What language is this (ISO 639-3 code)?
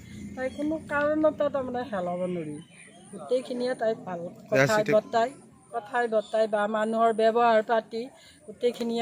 asm